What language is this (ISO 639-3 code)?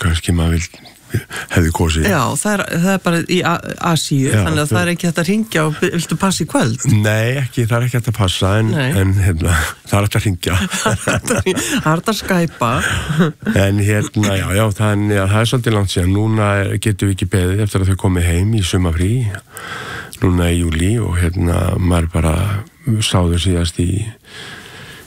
isl